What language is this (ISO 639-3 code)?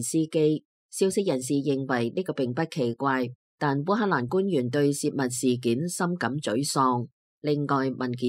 yue